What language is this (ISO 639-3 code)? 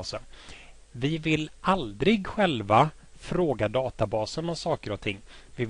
swe